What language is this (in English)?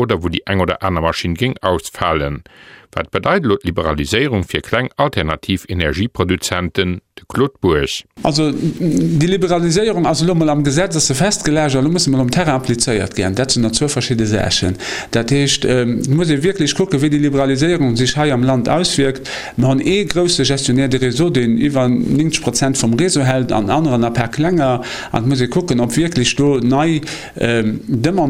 Luxembourgish